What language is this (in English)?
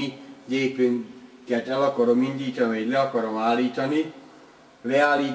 Hungarian